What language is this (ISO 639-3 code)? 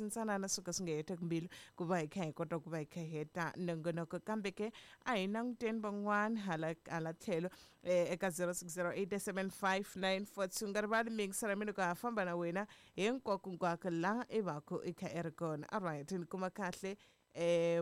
tso